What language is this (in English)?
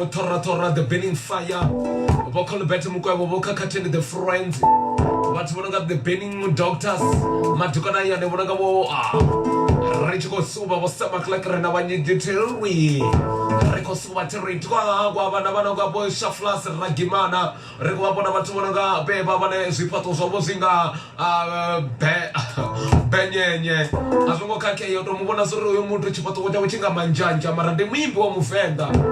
Venda